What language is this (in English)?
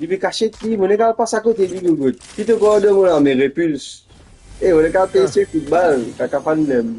Morisyen